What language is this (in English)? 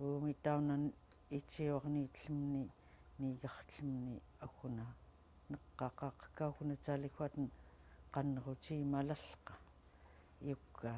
Central Yupik